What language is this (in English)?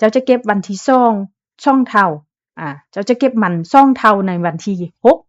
Lao